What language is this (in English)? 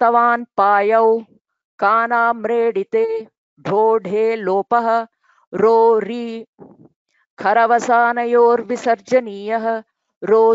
Sanskrit